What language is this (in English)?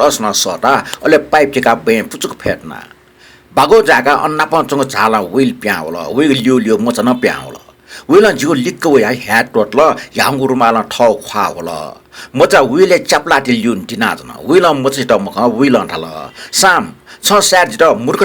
Newari